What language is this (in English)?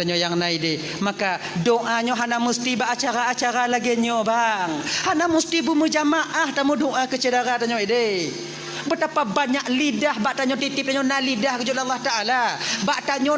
Achinese